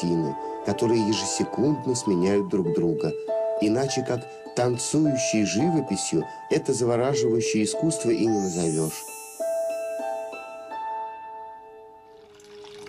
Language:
Russian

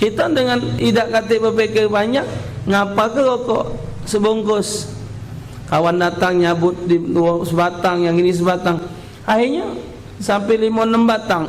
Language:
Musi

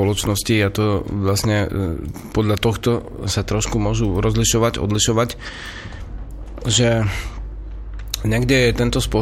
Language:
Slovak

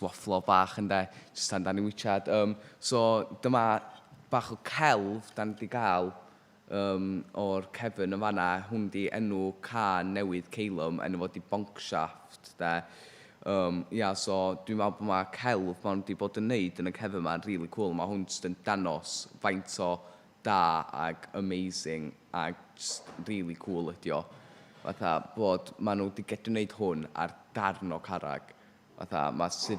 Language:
Welsh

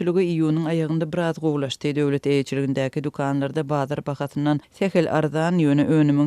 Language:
Turkmen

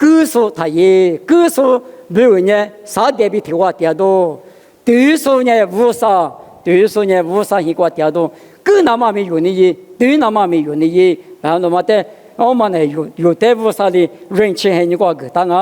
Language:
Lisu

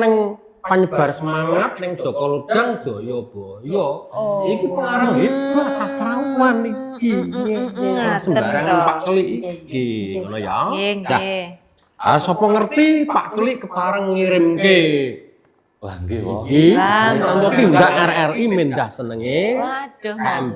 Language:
Javanese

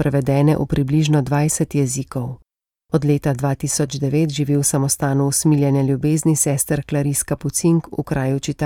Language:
Slovenian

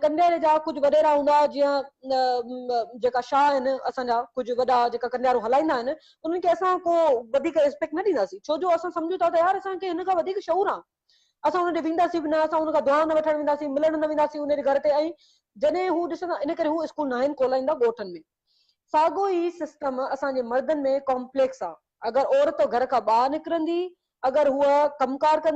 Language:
Sindhi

